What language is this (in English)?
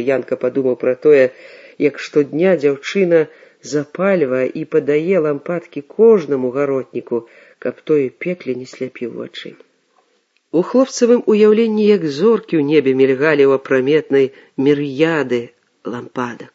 Belarusian